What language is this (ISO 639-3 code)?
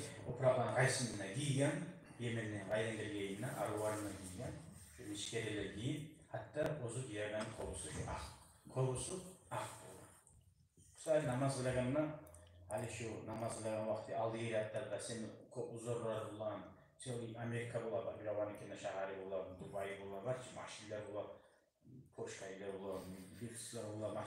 kum